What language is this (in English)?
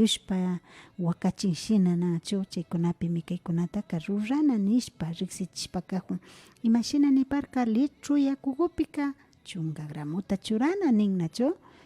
Imbabura Highland Quichua